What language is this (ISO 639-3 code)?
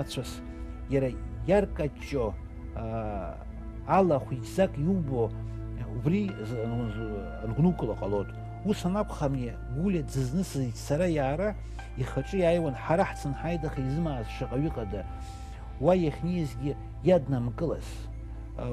abk